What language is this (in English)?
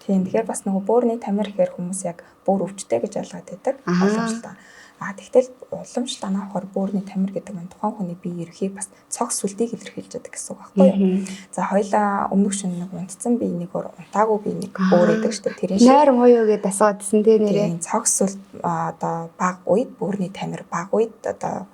Mongolian